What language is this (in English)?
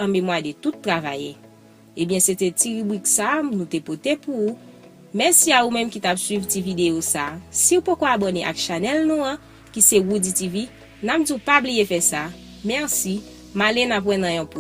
Haitian Creole